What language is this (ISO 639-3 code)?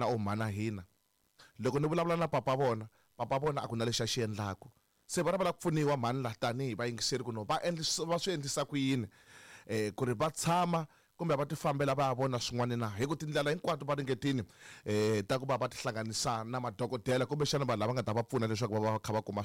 tso